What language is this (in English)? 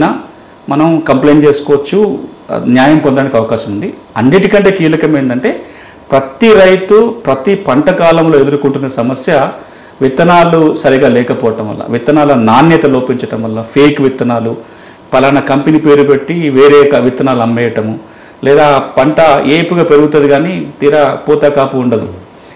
Telugu